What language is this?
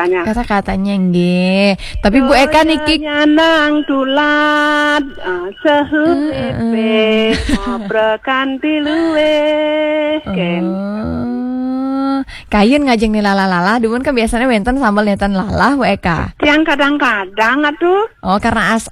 Balinese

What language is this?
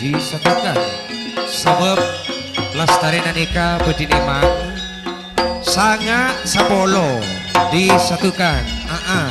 Madurese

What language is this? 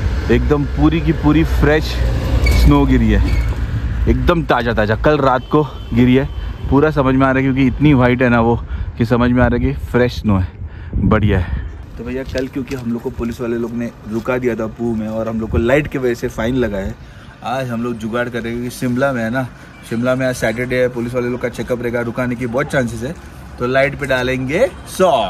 Hindi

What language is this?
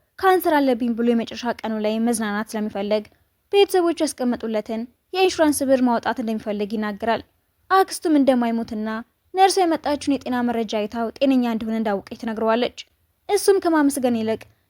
Amharic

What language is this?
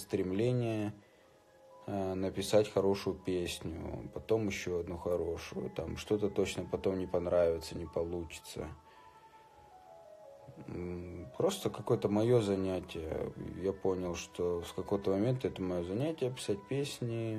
Russian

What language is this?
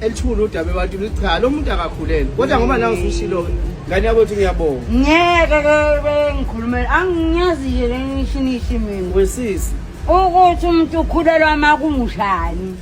Zulu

